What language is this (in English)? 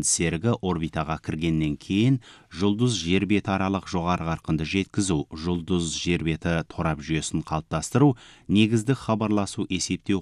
Kazakh